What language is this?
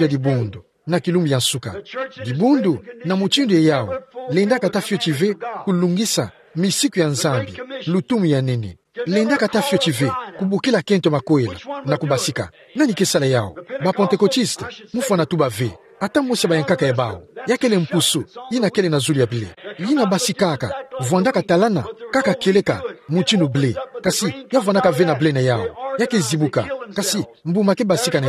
Kituba (Democratic Republic of Congo)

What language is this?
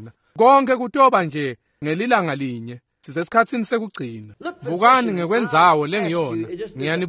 Swati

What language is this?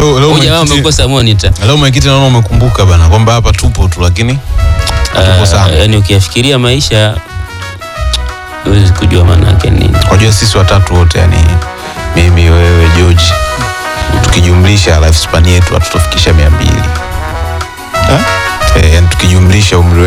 Swahili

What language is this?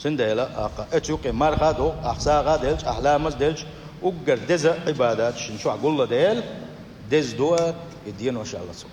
Chechen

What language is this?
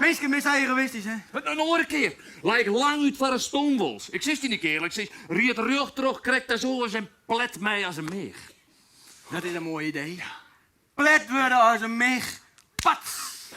Western Frisian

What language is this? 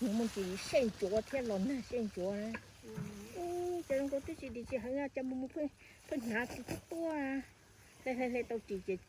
Hmong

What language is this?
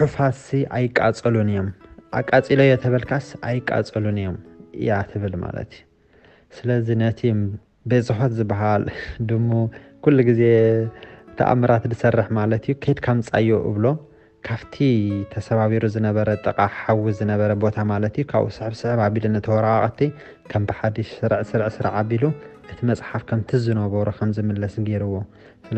Tigrinya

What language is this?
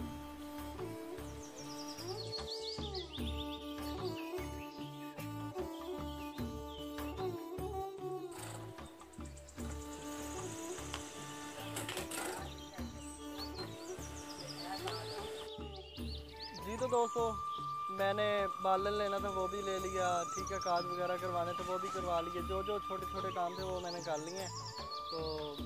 Hindi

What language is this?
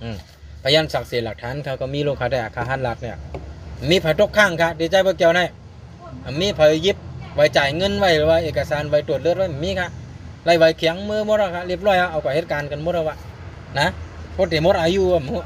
Shan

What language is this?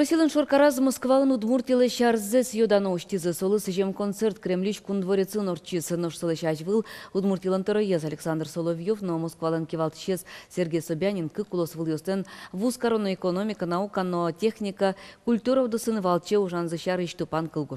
Udmurt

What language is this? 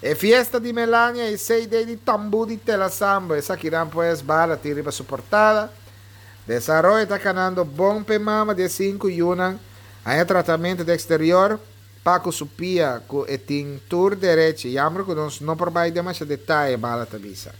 Papiamento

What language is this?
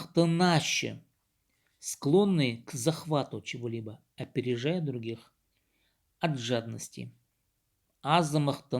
Khakas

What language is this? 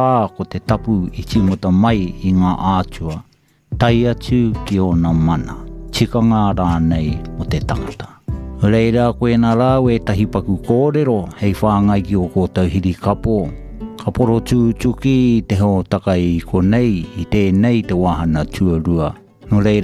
Māori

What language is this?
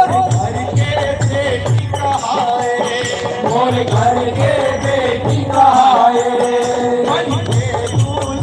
Chhattisgarhi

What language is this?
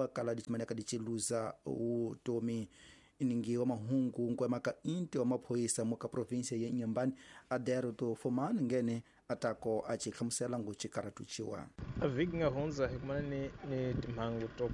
Tsonga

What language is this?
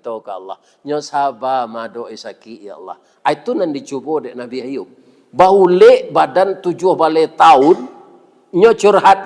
Minangkabau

